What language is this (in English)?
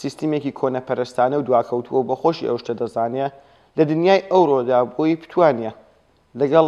Central Kurdish